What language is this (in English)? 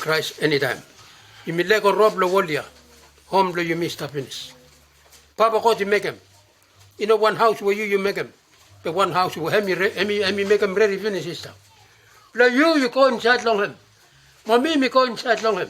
Bislama